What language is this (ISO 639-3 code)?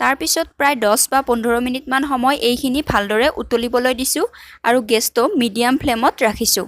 asm